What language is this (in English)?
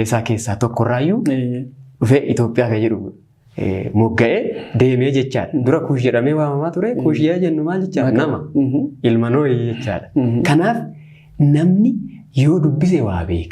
Oromo